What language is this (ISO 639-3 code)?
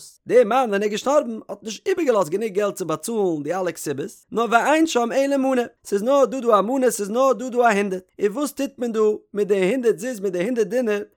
yid